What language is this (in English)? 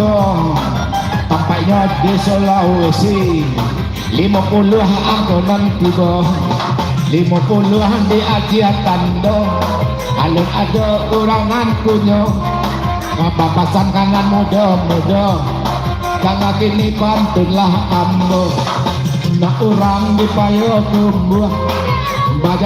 Minangkabau